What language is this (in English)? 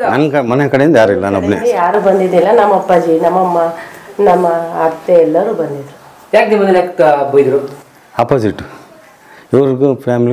Kannada